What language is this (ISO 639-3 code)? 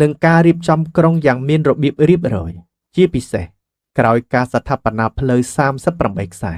khm